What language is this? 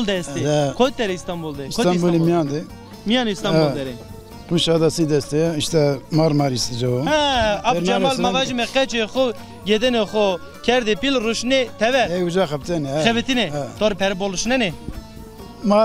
Zaza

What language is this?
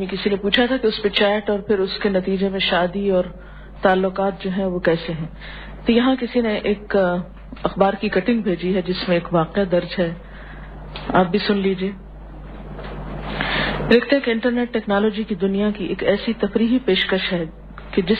Urdu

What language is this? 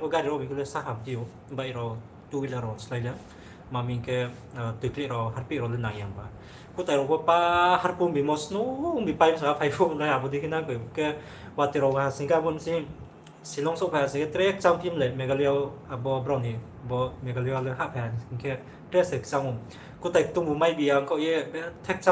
Riang (India)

